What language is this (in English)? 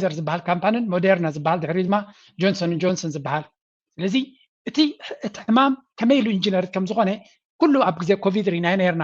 Tigrinya